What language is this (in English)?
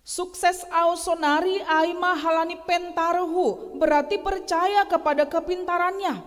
Batak Simalungun